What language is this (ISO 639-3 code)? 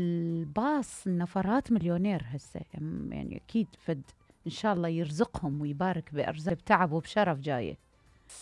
acm